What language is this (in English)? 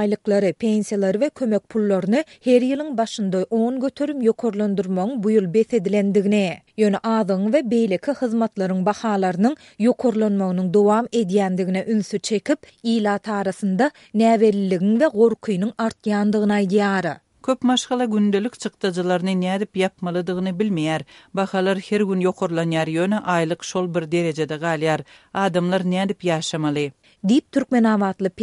Turkmen